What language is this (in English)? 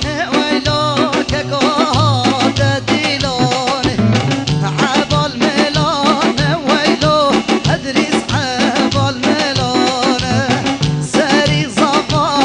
Kurdish